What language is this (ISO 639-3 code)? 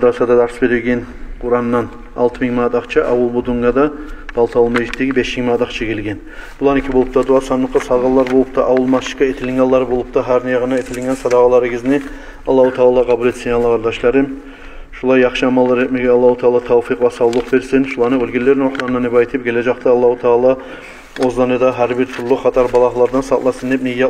kum